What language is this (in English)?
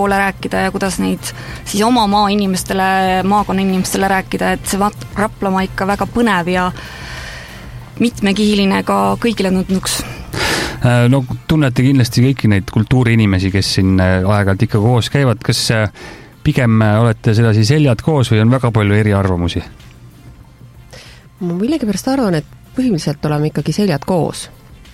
Estonian